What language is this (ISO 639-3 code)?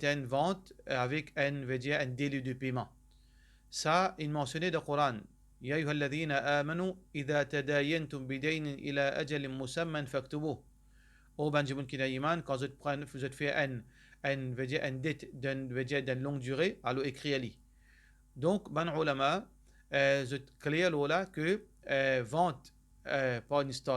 mfe